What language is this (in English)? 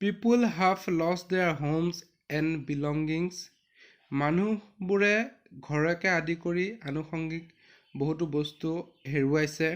Assamese